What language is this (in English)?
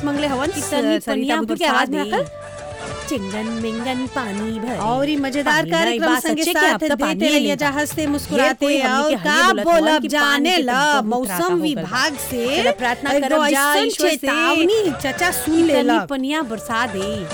Bhojpuri